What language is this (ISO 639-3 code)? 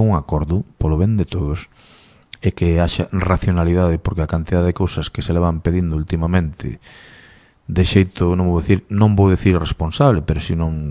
glg